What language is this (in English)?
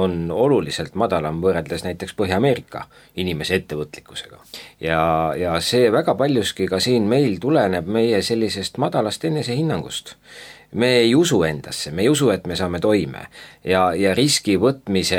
Estonian